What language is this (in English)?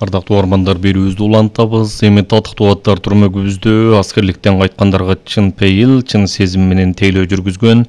Kyrgyz